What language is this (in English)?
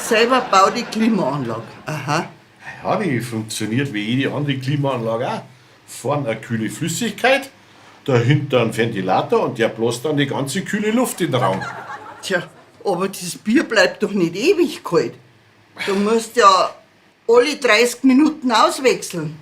Bavarian